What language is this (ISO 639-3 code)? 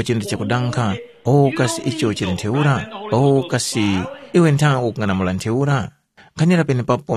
tum